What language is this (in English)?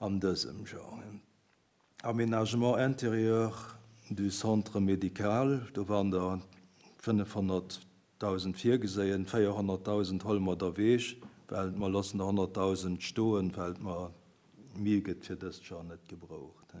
Luxembourgish